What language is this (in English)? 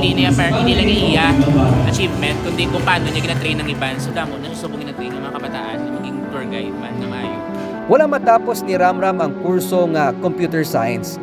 Hiligaynon